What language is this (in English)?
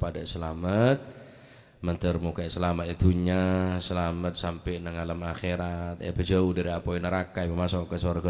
Madurese